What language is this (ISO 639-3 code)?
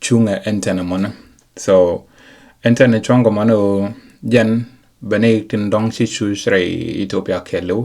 nus